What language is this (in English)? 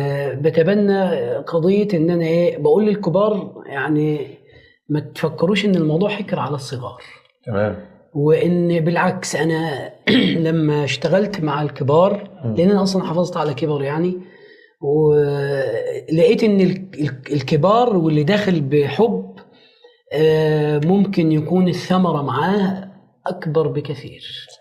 Egyptian Arabic